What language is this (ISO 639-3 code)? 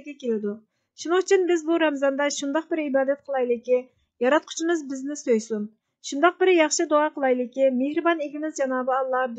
uig